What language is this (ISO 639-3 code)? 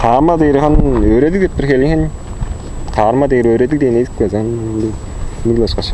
tyv